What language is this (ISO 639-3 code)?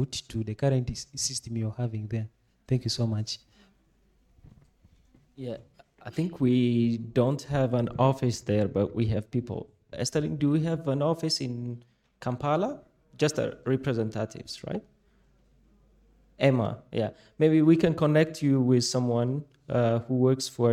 eng